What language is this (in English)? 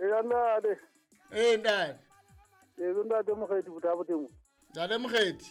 Southern Sotho